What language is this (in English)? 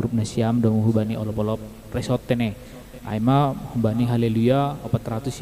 Batak Simalungun